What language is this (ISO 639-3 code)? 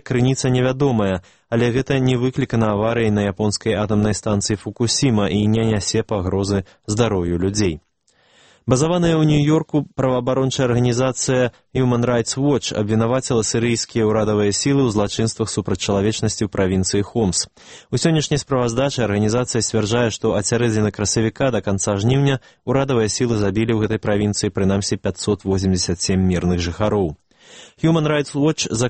bel